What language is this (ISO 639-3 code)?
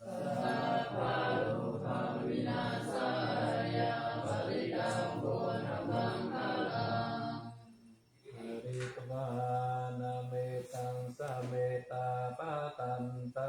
pli